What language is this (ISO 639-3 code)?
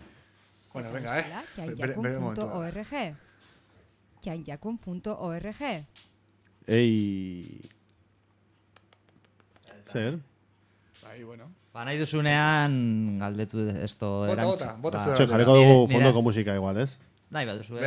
eus